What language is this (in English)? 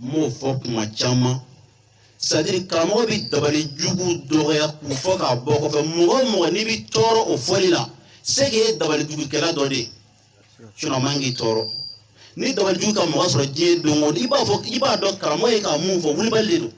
Bambara